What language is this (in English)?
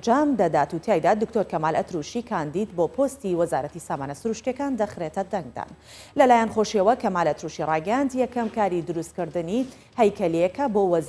Central Kurdish